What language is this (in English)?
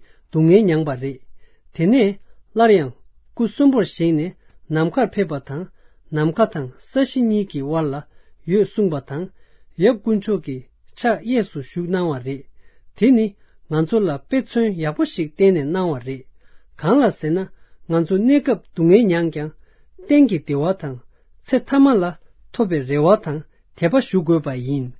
Tibetan